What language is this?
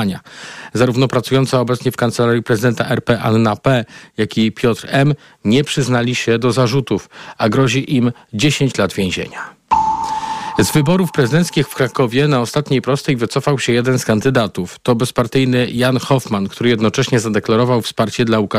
Polish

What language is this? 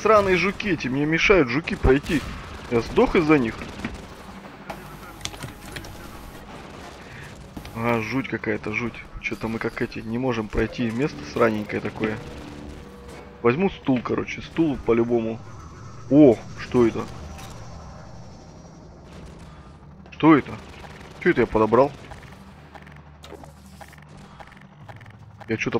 Russian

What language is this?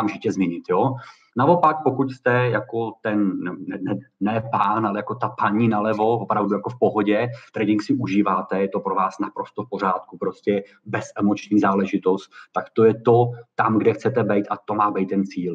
Czech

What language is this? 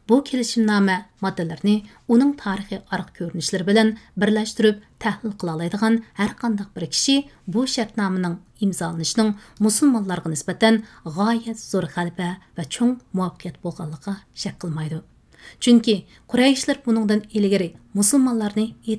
Uyghur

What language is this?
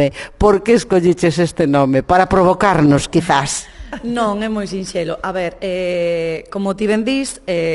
Galician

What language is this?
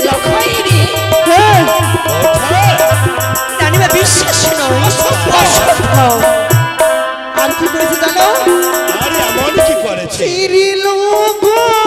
Bangla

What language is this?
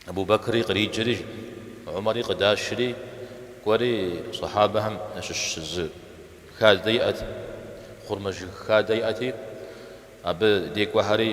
Kabardian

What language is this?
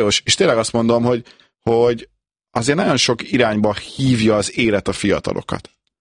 Hungarian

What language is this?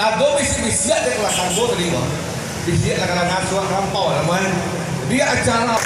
Minangkabau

